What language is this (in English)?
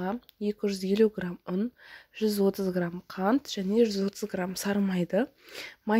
Kazakh